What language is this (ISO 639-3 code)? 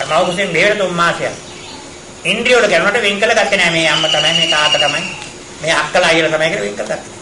sin